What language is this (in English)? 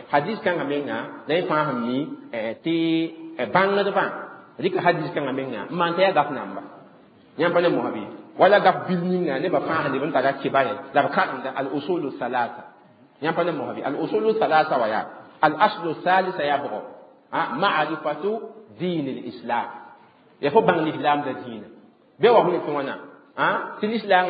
Mossi